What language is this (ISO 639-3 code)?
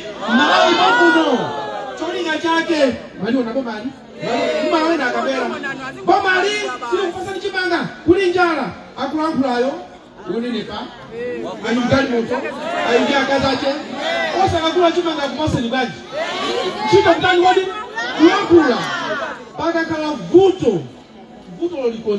nya